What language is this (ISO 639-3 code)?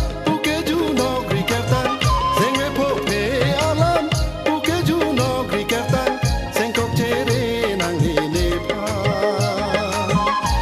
mjw